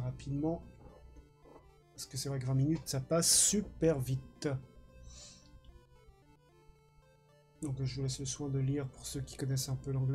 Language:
French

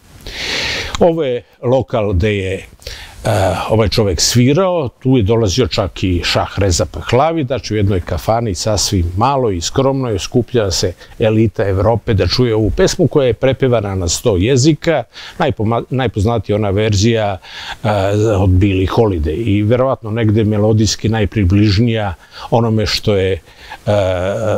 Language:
Serbian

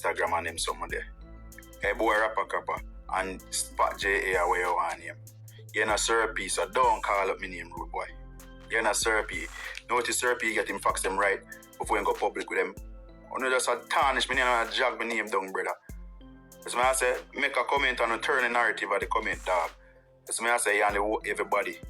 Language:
Jamaican Creole English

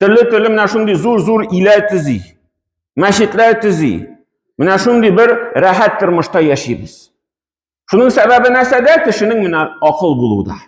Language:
Tatar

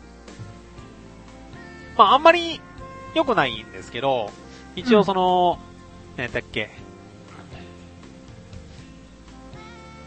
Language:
Japanese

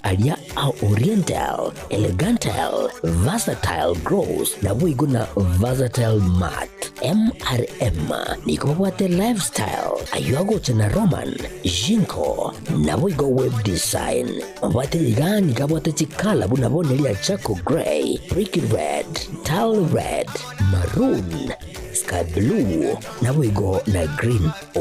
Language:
Gusii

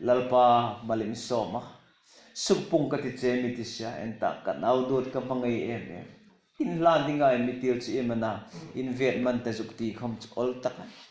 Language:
Hmar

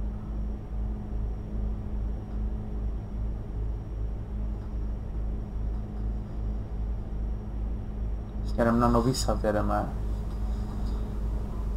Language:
Czech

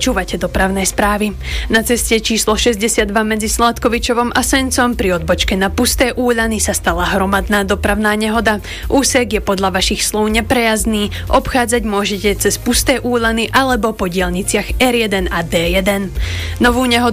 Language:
Slovak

